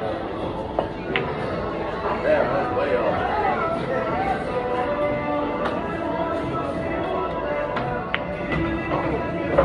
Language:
English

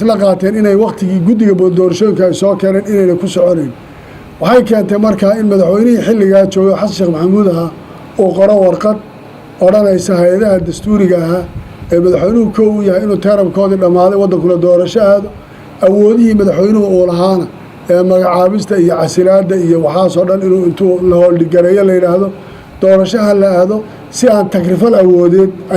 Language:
Somali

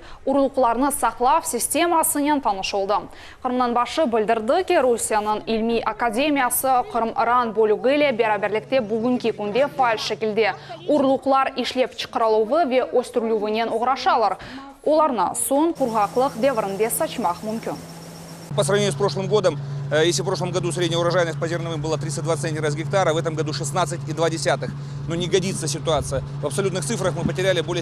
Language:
Crimean Tatar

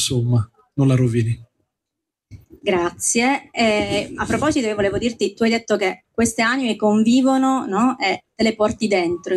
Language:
Italian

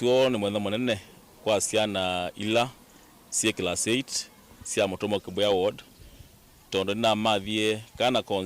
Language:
Kamba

